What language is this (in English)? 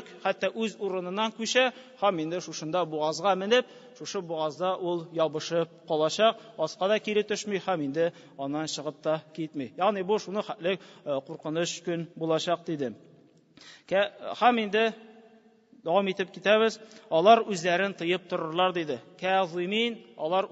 Tatar